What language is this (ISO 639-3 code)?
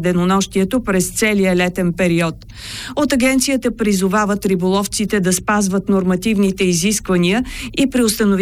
bul